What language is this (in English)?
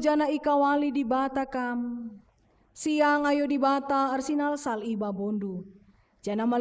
Batak Karo